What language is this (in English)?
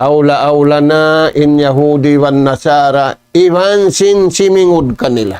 Tausug